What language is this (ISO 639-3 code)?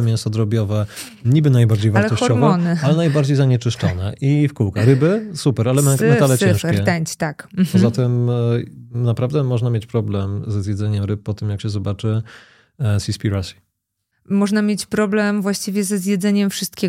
pol